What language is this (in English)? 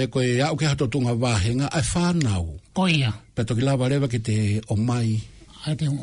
Tongan